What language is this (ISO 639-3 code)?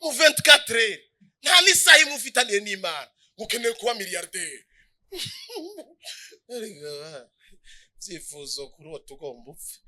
run